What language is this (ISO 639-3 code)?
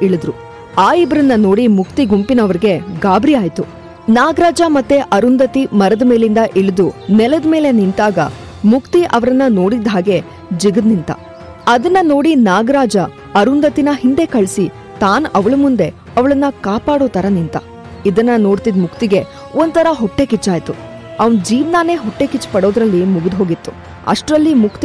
kan